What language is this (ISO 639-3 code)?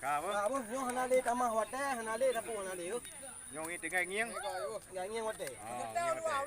ace